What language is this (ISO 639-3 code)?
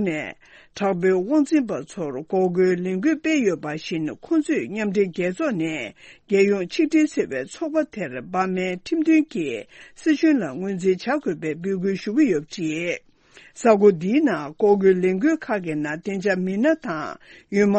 bod